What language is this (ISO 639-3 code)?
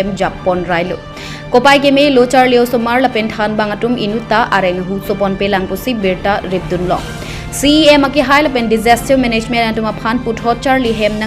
mjw